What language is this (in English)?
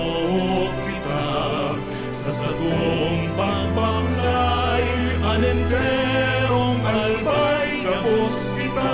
Bikol